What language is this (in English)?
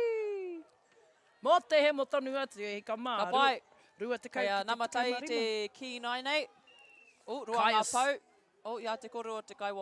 Māori